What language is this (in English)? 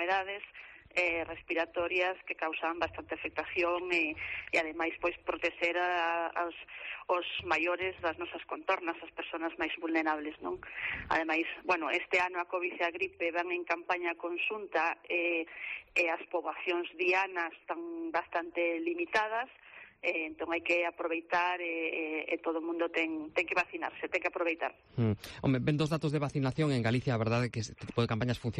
Galician